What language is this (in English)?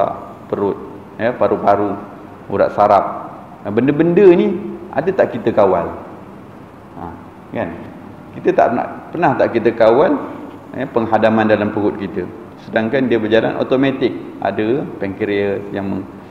Malay